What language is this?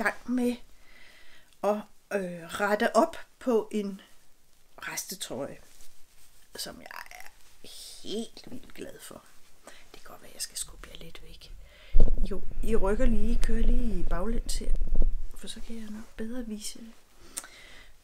Danish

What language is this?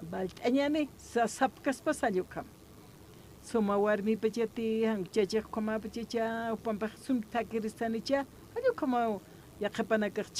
Aymara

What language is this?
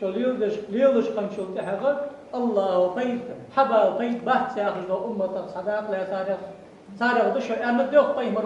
Ingush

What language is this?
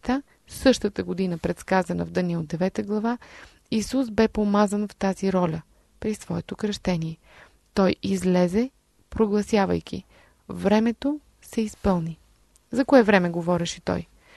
Bulgarian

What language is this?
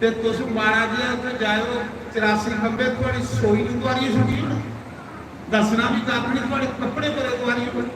Dogri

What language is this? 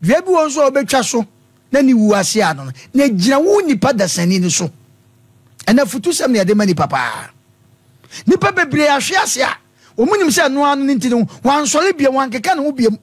Akan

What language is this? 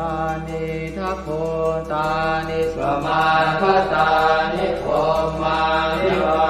Pali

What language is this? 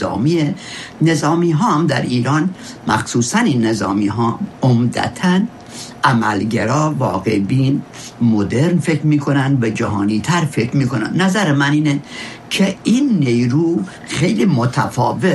Persian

